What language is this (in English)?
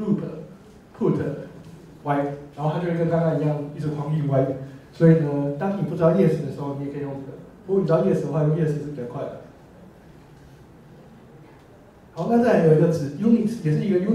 Chinese